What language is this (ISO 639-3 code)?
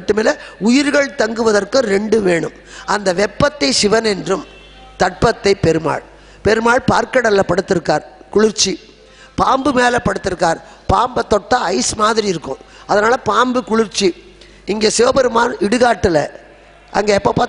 tam